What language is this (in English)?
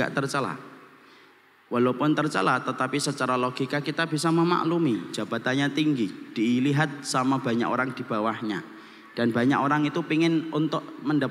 Indonesian